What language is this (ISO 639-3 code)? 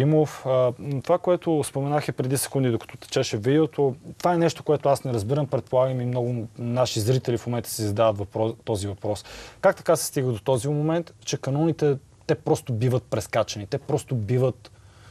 bul